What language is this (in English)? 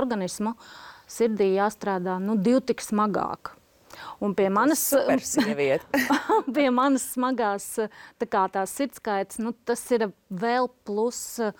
Latvian